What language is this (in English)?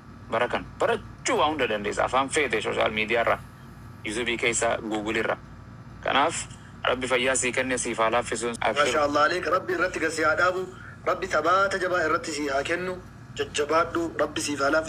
Oromo